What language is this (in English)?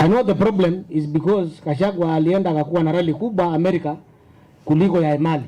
Kamba